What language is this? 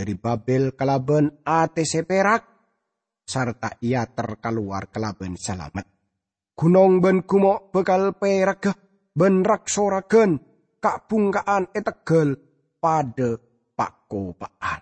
Madurese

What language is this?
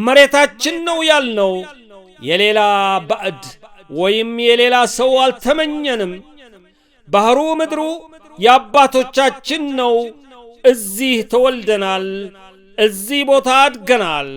Amharic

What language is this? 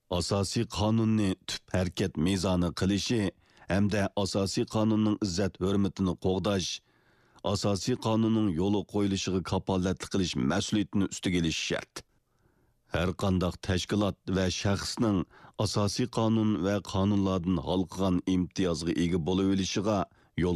Uyghur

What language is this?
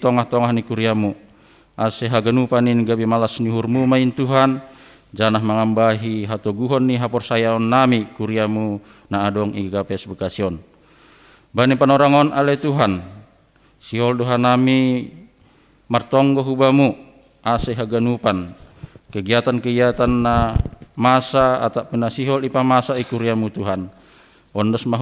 Batak Simalungun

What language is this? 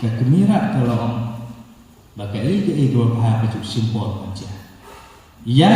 Khasi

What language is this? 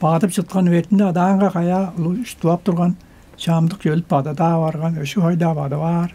Tuvinian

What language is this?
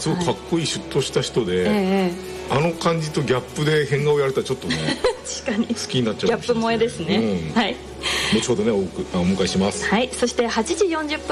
Japanese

